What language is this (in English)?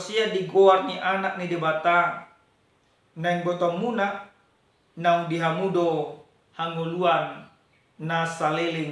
Batak Toba